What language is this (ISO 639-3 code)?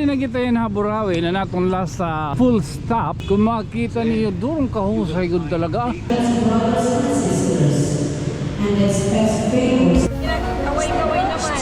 war